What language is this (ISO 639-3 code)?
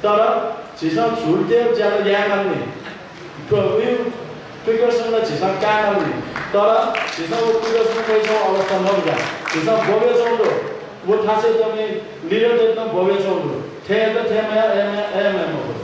new